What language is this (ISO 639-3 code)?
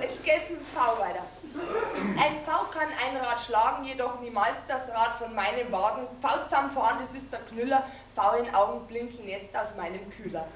bar